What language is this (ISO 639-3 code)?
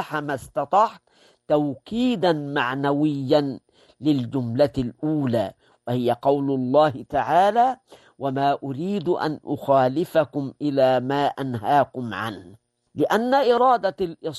ara